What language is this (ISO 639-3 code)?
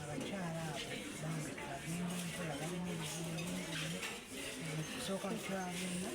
lug